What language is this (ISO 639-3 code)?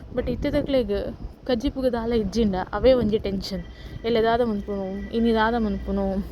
tcy